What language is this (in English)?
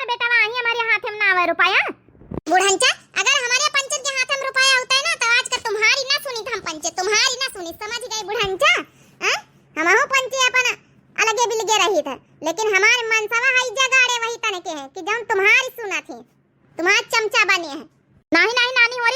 Awadhi